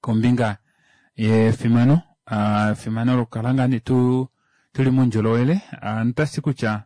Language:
Kuanyama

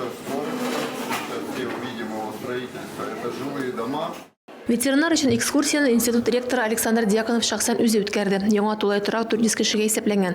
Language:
Tatar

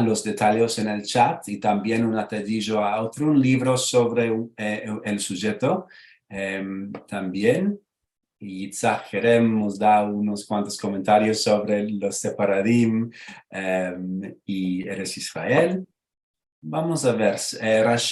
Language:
Ladino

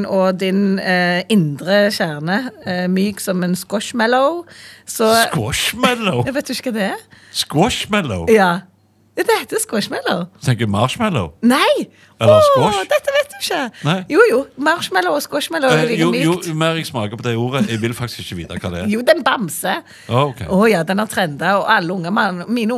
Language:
Norwegian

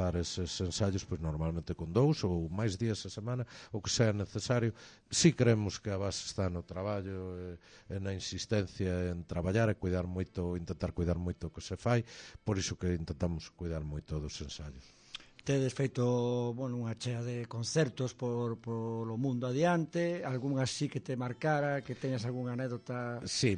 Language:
Galician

